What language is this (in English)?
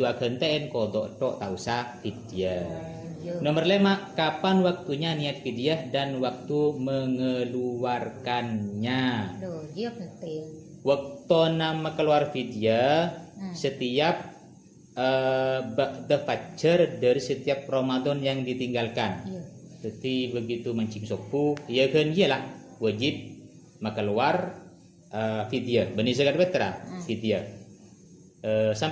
Madurese